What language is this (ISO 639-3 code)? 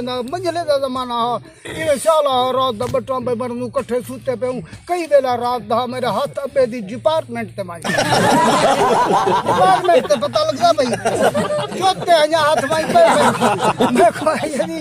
skr